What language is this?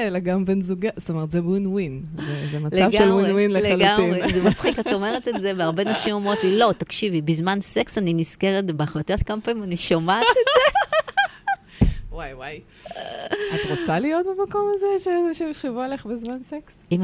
Hebrew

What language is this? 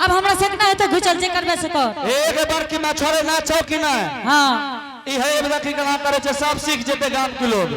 Angika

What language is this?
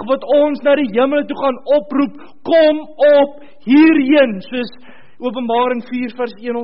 Afrikaans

